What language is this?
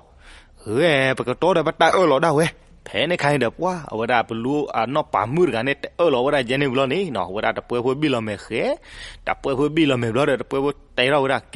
S'gaw Karen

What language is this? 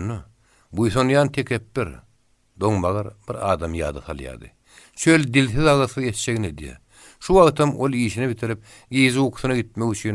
Turkmen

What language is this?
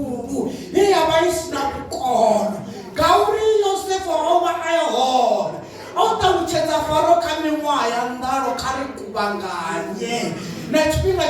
Venda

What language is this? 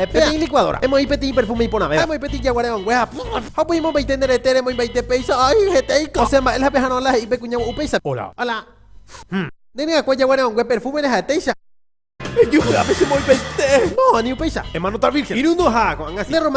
Guarani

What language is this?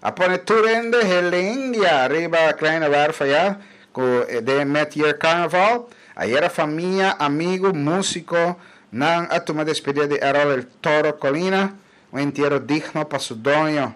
Papiamento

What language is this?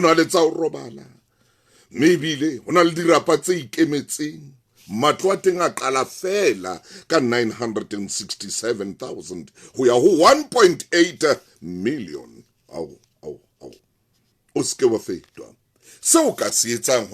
Southern Sotho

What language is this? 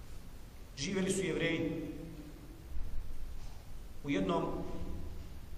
Bosnian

